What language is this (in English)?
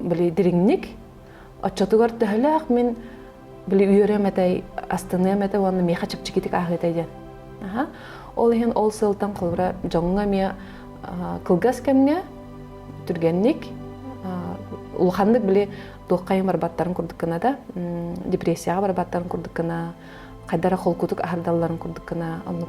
Yakut